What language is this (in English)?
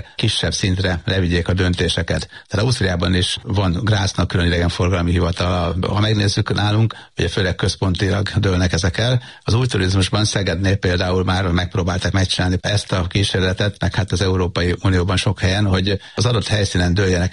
Hungarian